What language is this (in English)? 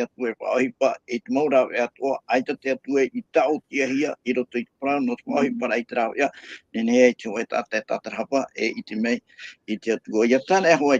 Tahitian